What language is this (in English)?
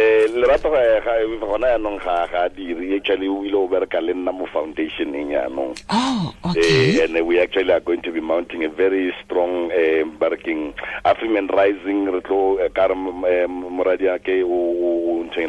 Tswana